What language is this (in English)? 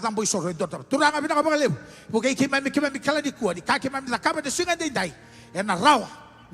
Fijian